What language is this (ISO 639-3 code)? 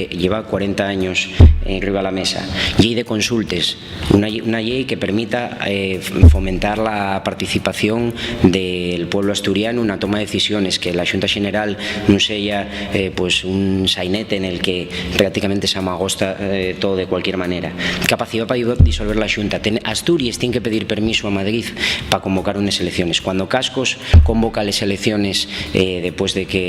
ast